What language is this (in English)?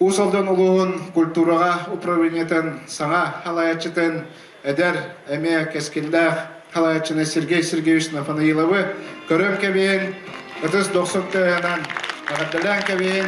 Yakut